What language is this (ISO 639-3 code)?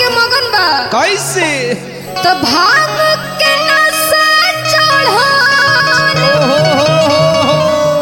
bho